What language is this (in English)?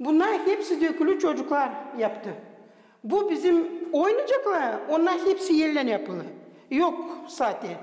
Gagauz